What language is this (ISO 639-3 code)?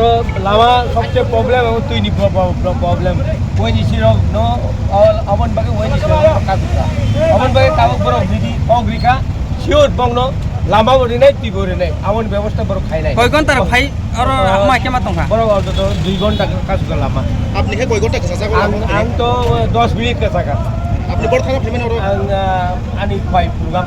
trp